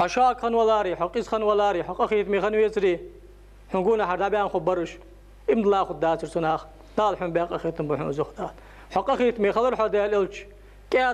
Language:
Ingush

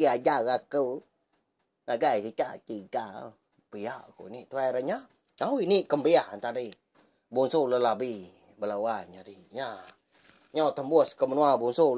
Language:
Iban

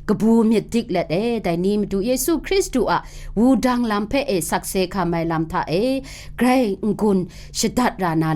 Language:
Kachin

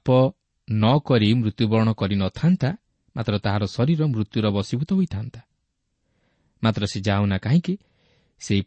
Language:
Odia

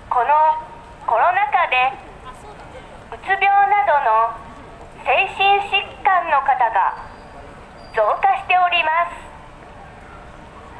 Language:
Japanese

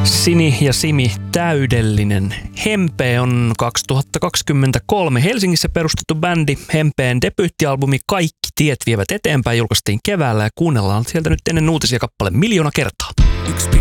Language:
Finnish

